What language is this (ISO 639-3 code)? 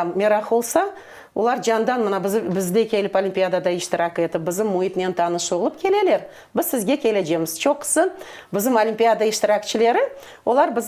crh